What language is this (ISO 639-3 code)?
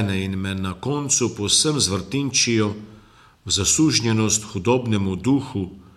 slv